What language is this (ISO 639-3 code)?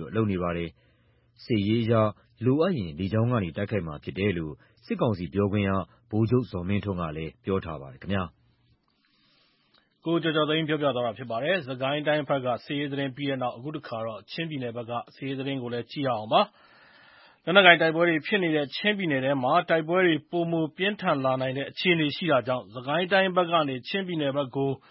mya